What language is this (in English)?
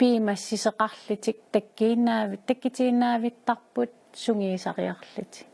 Kalaallisut